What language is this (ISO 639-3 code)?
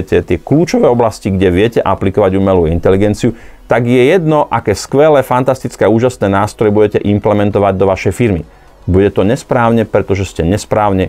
slk